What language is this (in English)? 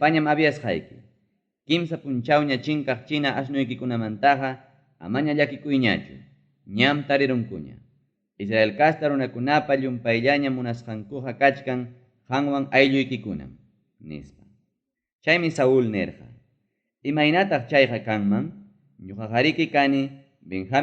Ayacucho Quechua